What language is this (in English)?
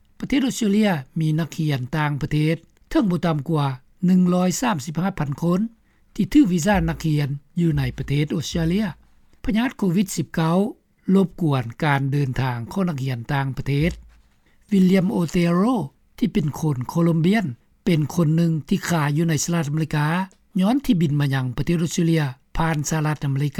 Lao